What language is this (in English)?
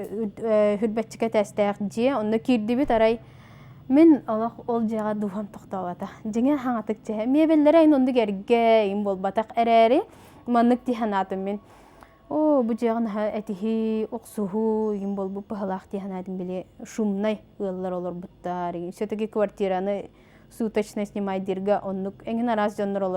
Yakut